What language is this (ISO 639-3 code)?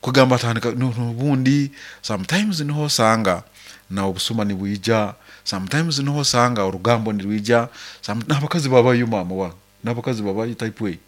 nyo